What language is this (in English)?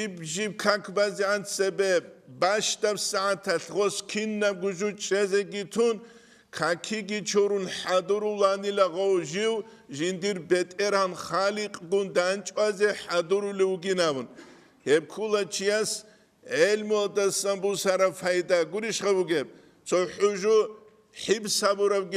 Avaric